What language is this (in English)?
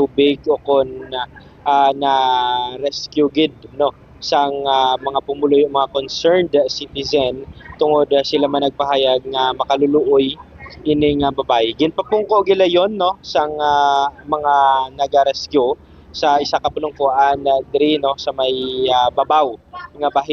Hiligaynon